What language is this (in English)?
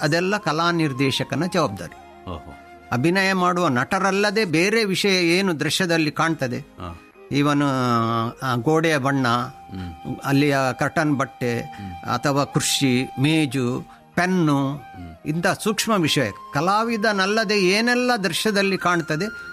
Kannada